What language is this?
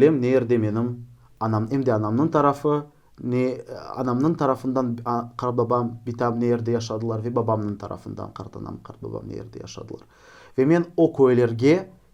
Crimean Tatar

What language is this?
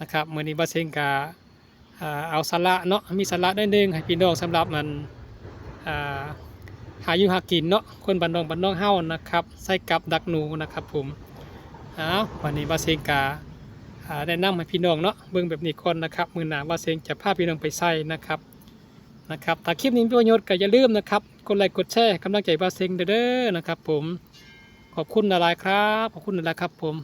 Northeastern Thai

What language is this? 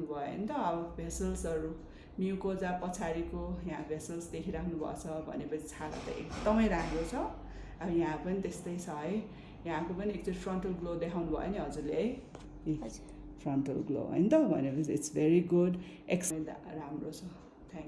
Nepali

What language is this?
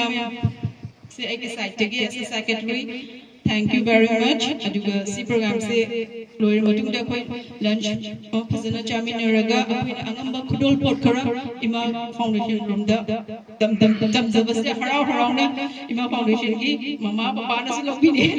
Manipuri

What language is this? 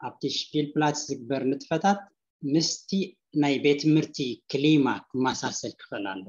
Tigrinya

